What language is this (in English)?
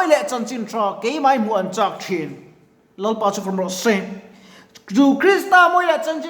Mizo